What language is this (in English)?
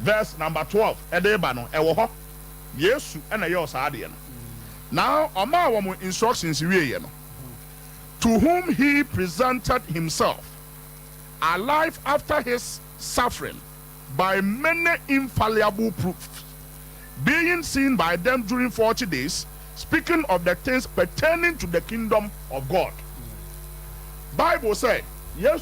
Akan